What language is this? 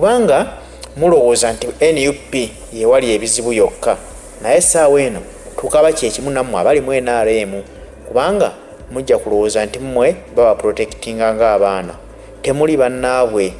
Ganda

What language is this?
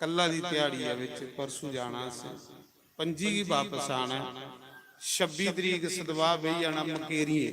Dogri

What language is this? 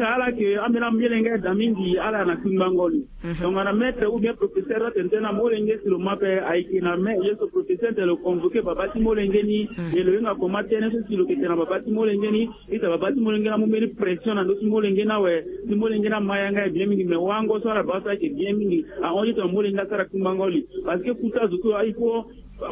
Sango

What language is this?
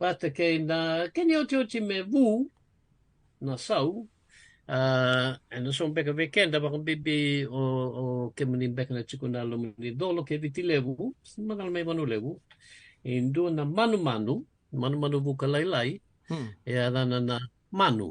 Fijian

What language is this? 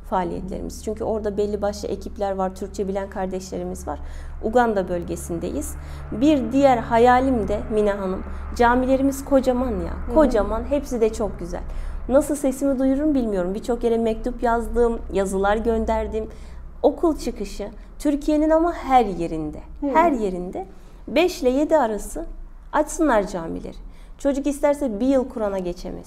Turkish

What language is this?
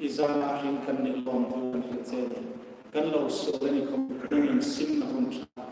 Hmar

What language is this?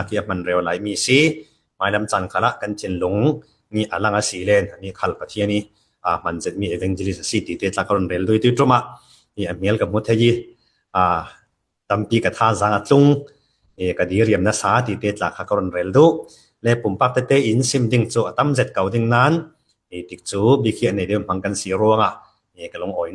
Falam Chin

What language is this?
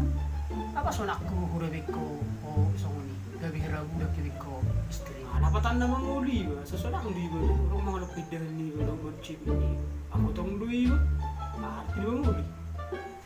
Batak Toba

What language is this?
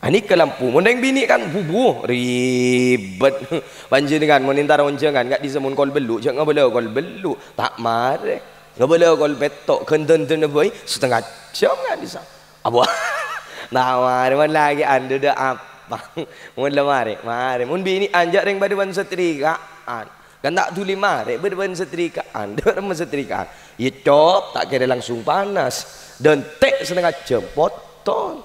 Madurese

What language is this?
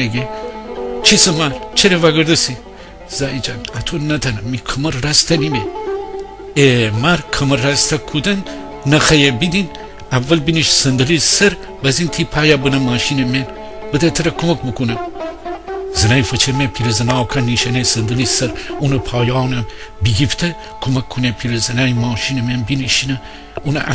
Gilaki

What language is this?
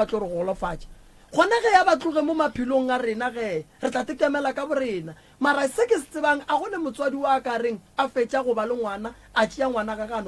Northern Sotho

